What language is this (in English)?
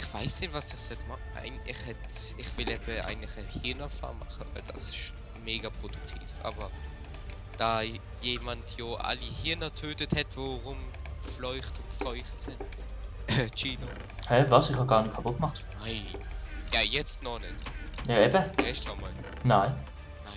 Swiss German